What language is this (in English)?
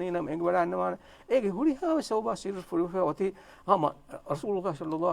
Divehi